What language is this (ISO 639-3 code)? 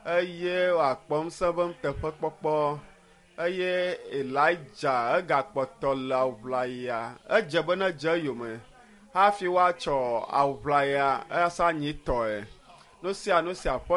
ewe